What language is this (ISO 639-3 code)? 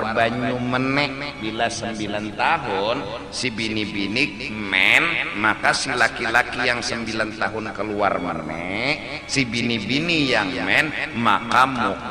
bjn